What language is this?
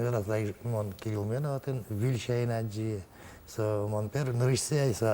Udmurt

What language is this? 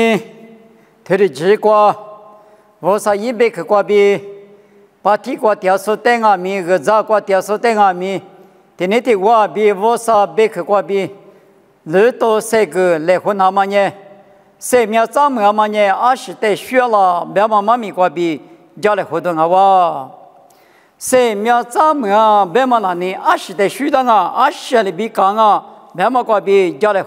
Lisu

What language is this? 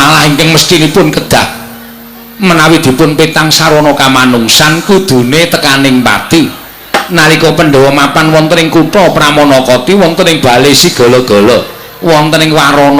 Javanese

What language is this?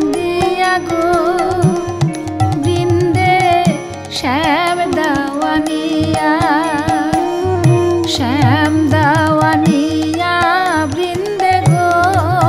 Bangla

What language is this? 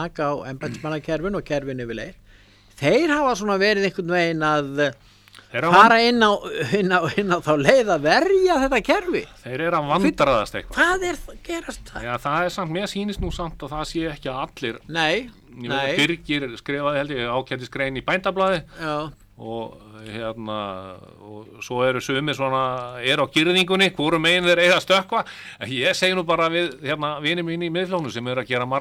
Icelandic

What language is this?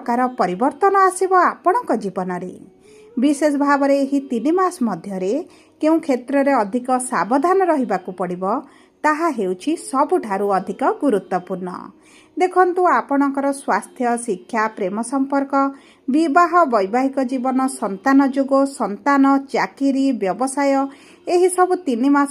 Odia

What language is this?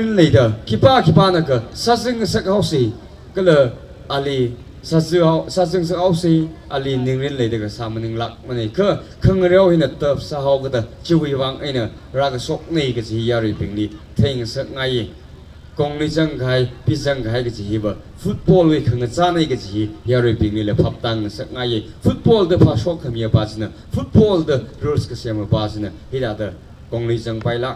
Tangkhul Naga (India)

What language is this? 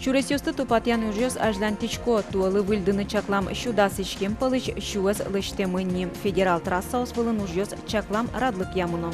Udmurt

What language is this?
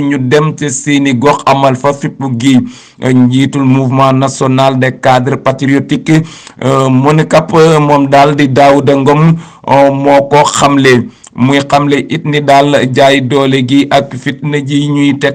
Wolof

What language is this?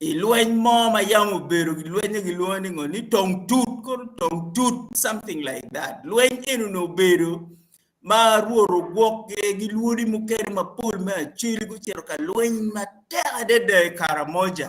Acoli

